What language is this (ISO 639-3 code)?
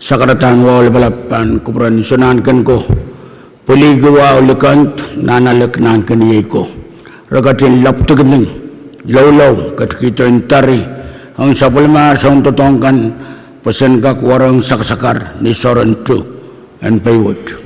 pon